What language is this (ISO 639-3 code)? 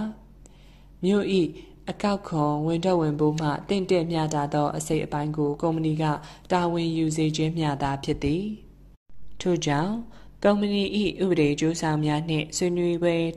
mya